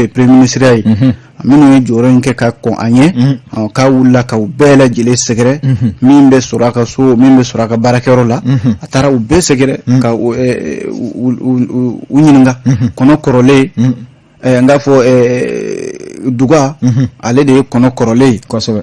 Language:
Bambara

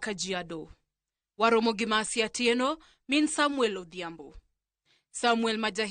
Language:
Luo (Kenya and Tanzania)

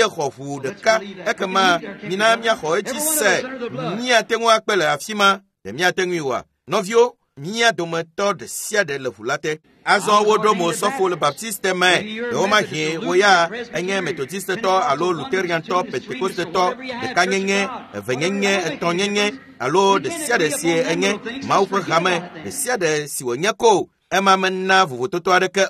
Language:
Ewe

